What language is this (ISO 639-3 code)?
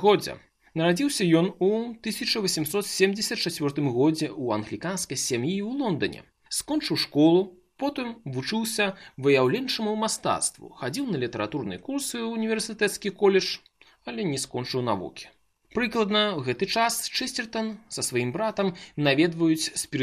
bel